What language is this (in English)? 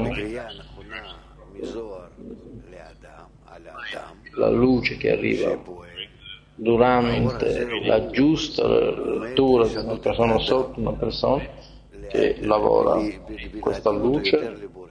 Italian